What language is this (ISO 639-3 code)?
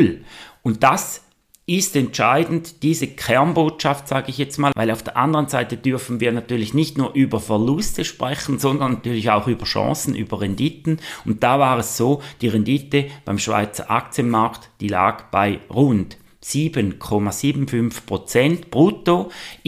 deu